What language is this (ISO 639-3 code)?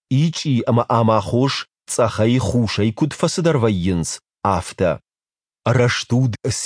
oss